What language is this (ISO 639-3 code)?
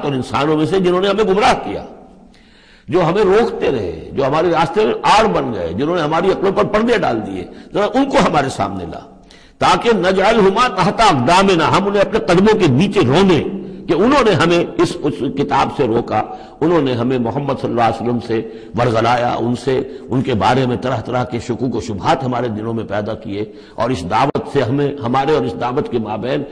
urd